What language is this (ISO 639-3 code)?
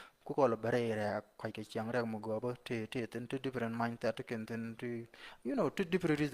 nus